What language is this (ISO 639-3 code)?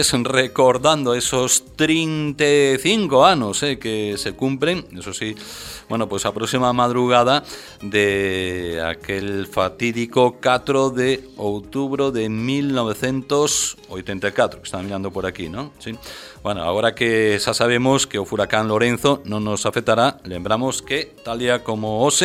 glg